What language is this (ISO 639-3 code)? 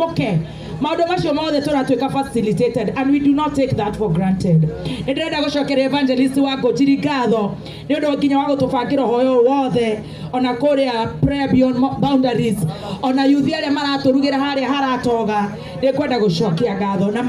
kik